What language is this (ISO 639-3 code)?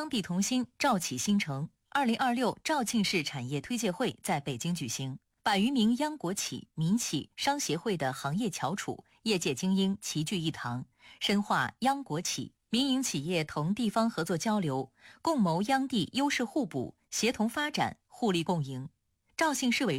zho